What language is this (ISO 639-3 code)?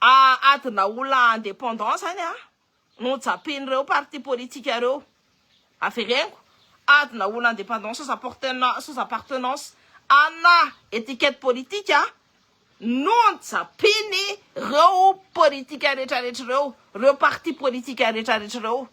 mlg